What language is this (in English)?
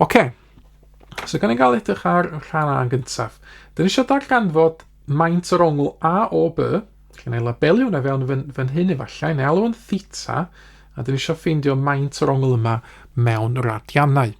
Welsh